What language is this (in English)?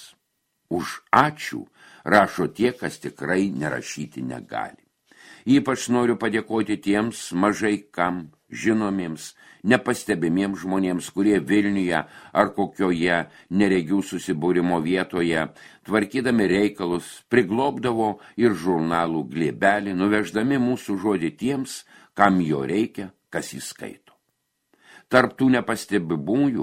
Lithuanian